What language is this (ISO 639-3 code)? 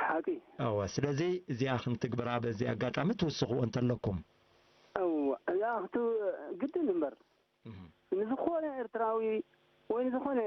tir